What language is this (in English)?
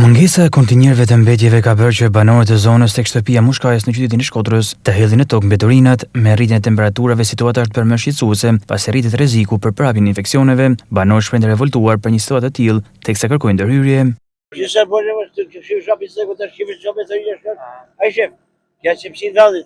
Albanian